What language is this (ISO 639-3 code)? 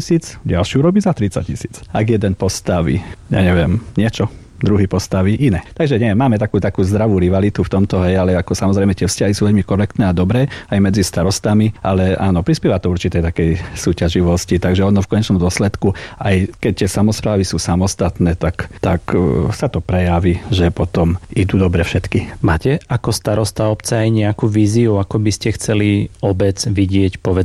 slk